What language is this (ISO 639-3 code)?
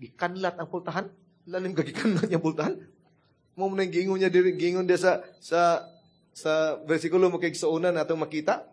ceb